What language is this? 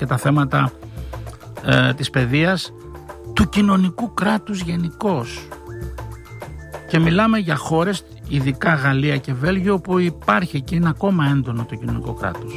Greek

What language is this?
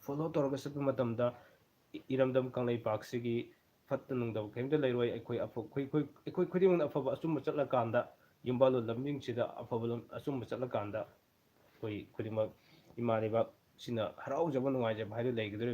Manipuri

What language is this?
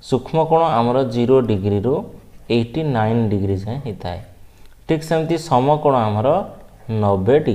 Odia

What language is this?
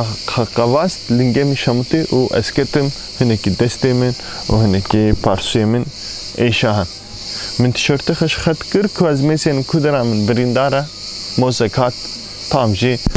Kurdish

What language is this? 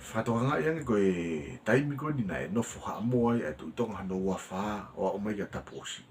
Tongan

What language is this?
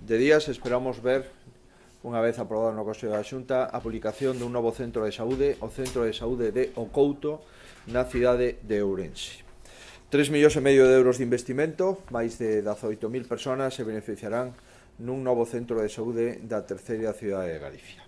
Galician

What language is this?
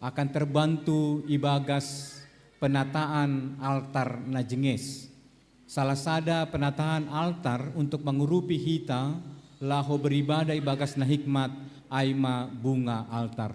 Batak Simalungun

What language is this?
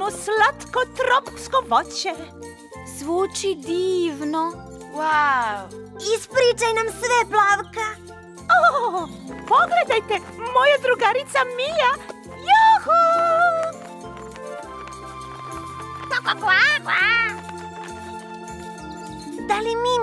Serbian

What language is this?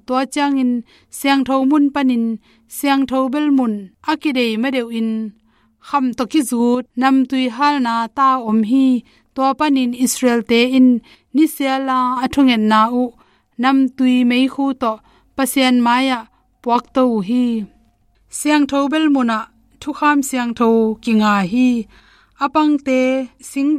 Tedim Chin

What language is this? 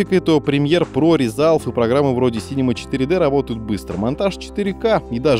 Russian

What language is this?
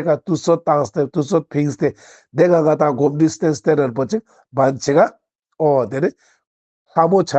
Ladakhi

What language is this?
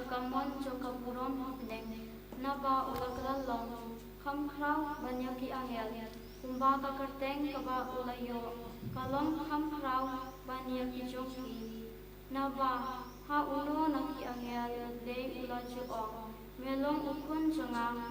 Khasi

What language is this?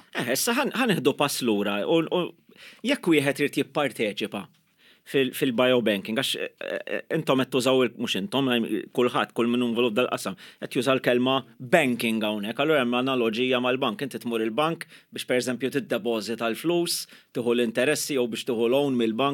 Maltese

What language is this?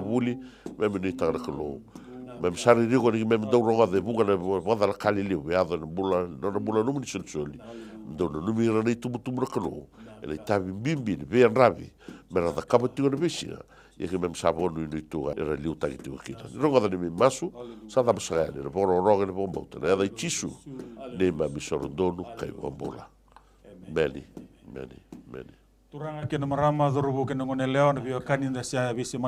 Fijian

